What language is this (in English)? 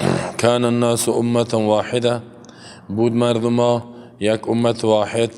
Persian